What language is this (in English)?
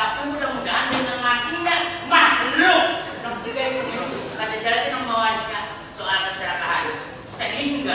Banjar